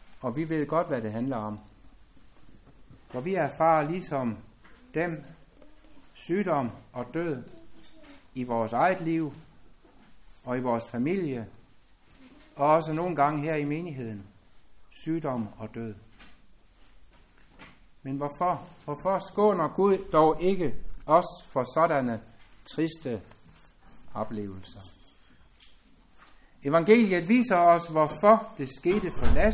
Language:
Danish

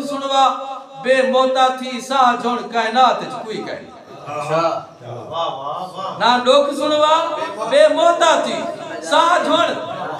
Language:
Saraiki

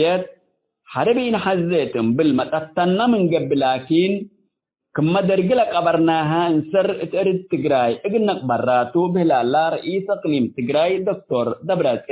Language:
Tigre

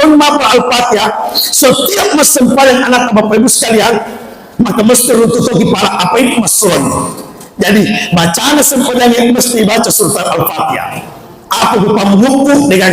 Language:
Buginese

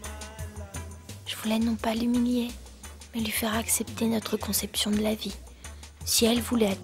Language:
French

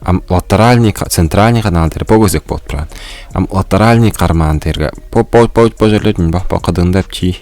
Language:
Tuvinian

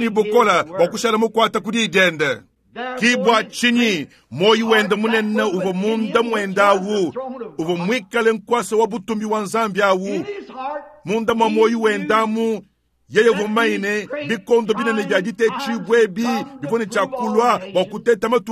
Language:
Luba-Lulua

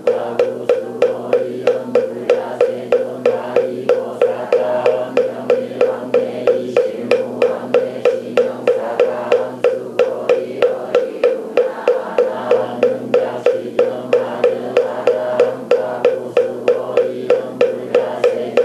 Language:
Korean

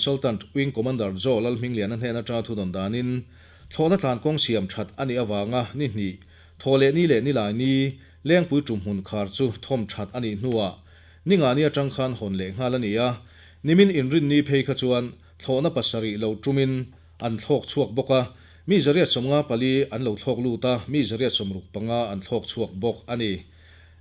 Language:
Mizo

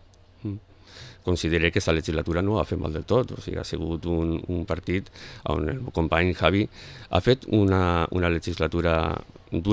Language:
Catalan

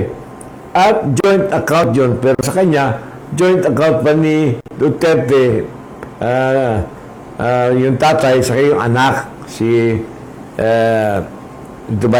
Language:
Filipino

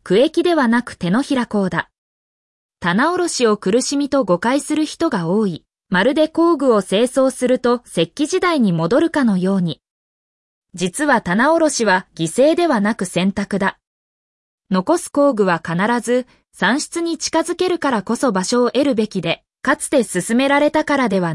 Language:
Japanese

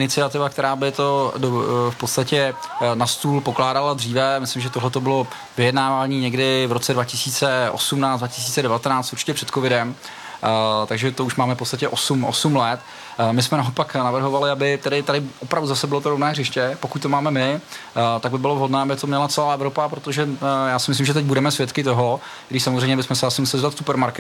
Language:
Czech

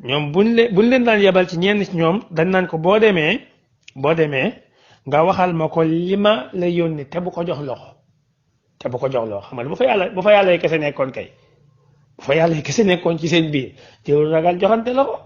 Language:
Wolof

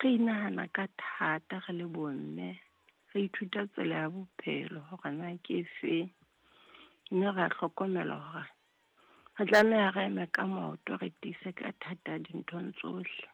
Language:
Southern Sotho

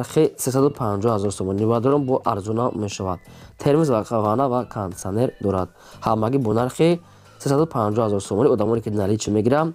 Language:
Tajik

